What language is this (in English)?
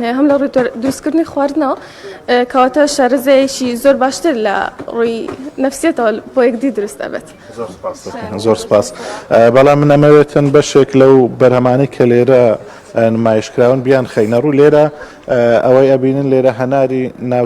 Central Kurdish